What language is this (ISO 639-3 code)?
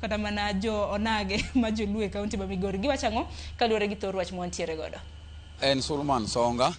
luo